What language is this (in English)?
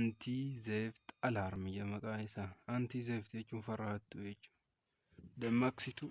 Oromo